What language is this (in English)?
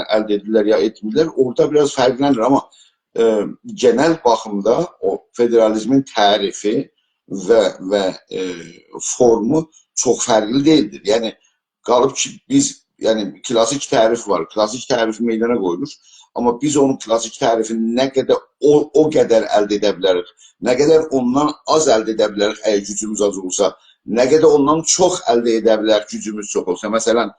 South Azerbaijani